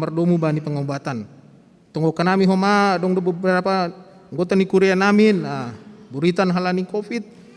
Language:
Batak Simalungun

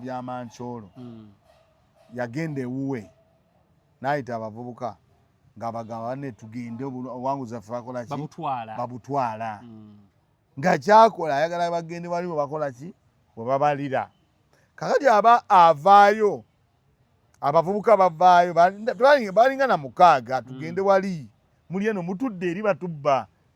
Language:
Ganda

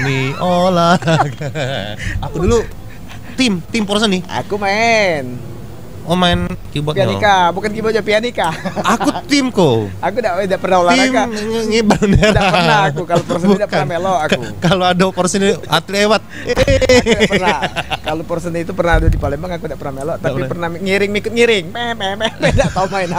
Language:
Musi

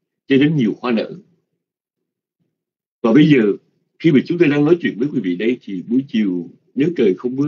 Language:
Vietnamese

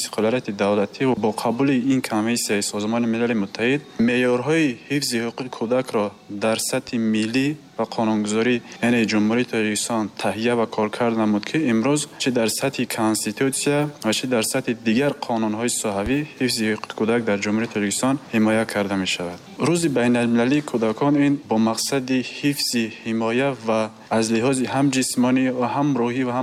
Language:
Tajik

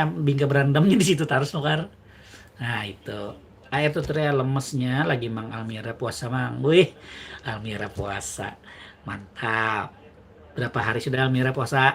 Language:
Banjar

